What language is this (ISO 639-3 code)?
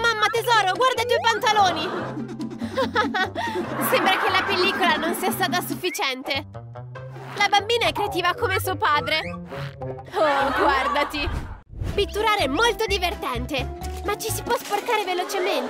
ita